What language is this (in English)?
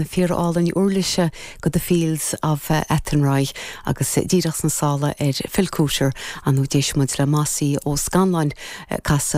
Irish